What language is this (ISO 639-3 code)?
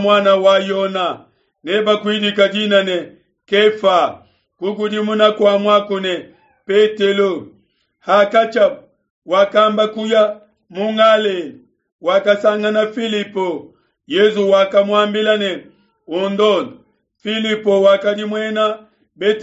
lua